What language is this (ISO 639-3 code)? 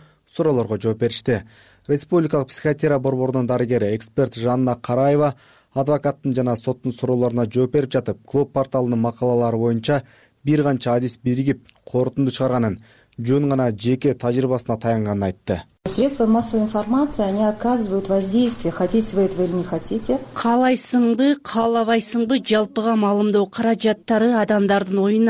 kir